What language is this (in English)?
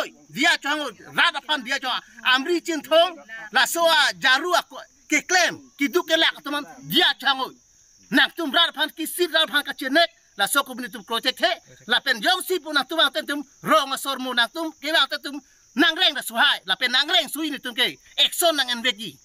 Karbi